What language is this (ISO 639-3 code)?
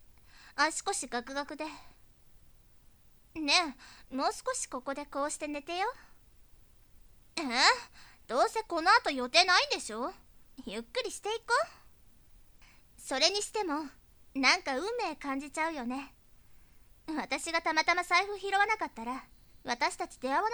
jpn